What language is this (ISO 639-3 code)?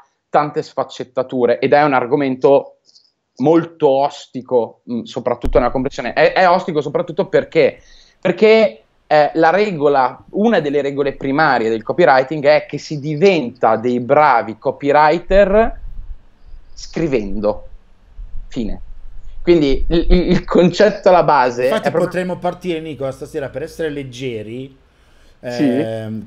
ita